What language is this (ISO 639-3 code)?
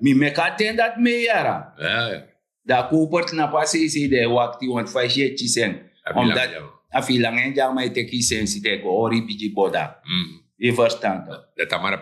srn